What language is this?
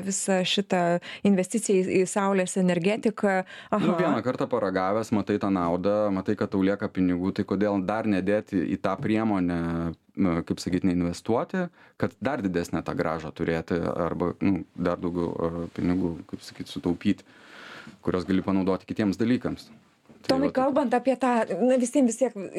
Lithuanian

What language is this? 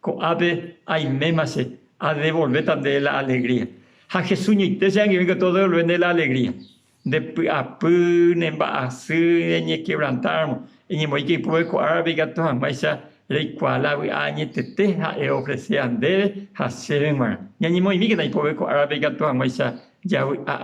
Guarani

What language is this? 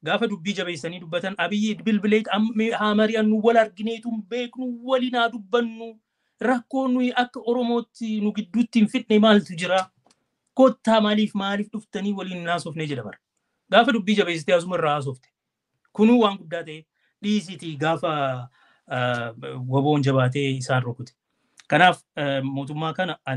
Oromo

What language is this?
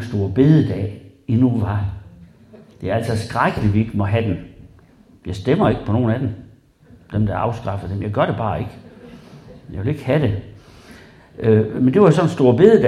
Danish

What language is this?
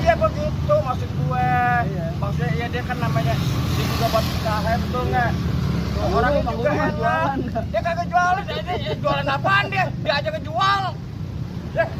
Betawi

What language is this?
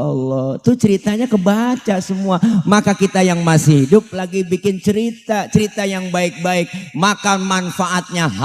Betawi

